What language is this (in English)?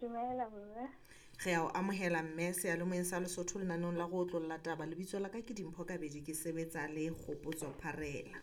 Southern Sotho